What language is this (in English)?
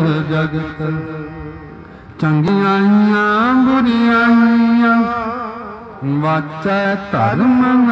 Punjabi